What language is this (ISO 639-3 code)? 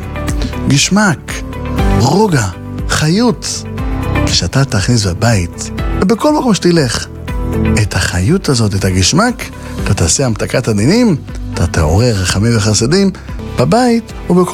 heb